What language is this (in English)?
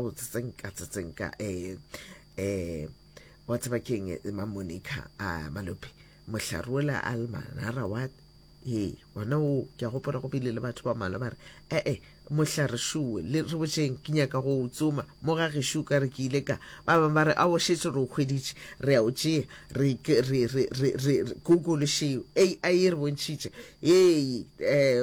Northern Sotho